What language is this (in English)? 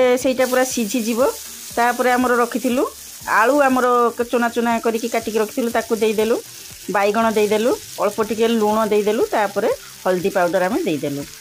Odia